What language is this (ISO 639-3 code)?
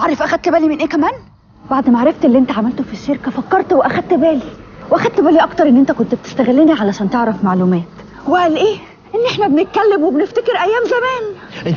arz